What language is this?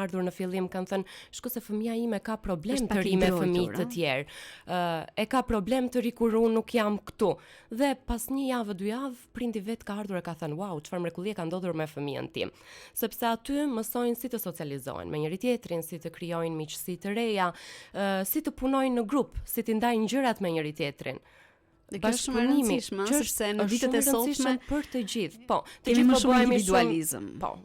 Albanian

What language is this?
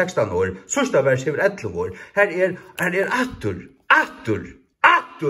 Faroese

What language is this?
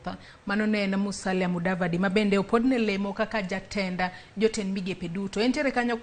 Luo (Kenya and Tanzania)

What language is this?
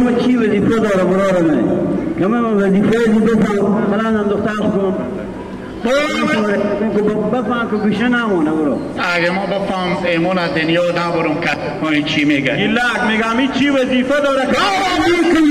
Hazaragi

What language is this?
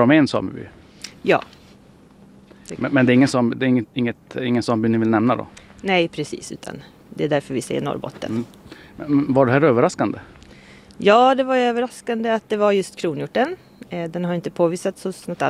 Swedish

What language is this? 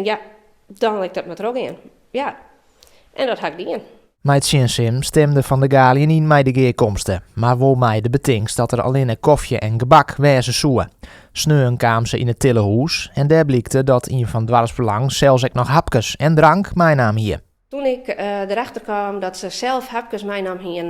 Western Frisian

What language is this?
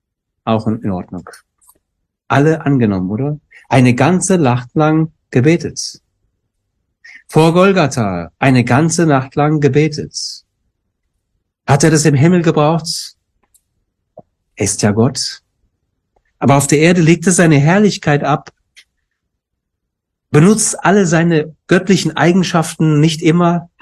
German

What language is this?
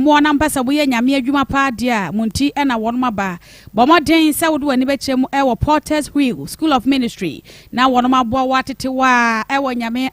Akan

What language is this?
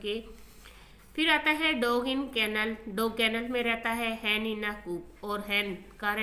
Hindi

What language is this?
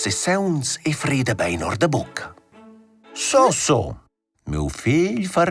Romansh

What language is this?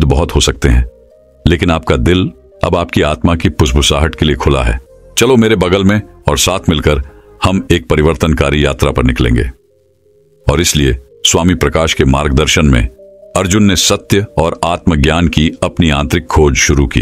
Hindi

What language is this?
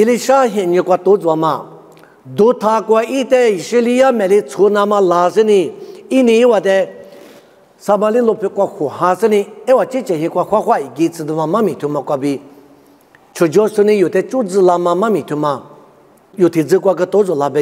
Lisu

